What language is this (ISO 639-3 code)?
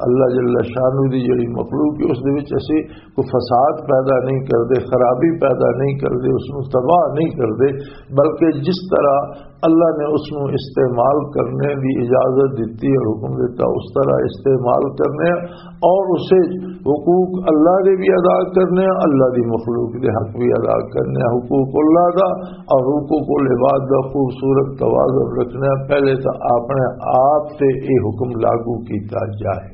lah